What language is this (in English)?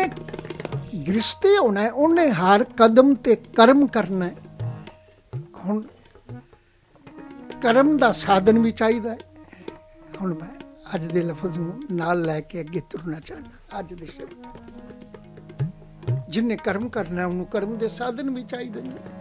Punjabi